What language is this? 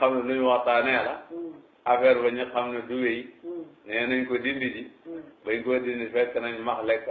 Wolof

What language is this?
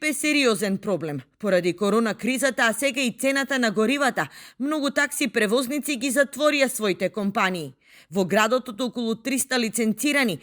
Macedonian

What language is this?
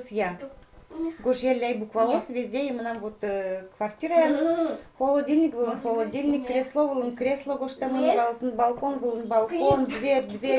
Udmurt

